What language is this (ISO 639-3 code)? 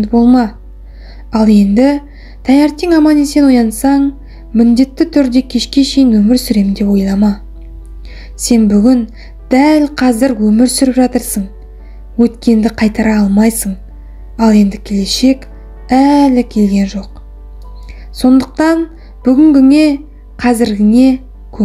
kaz